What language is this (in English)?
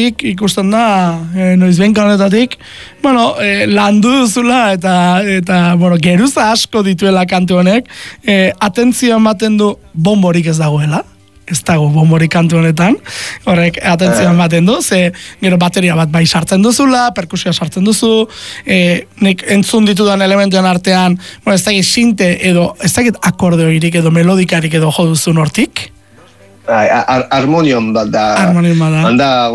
Basque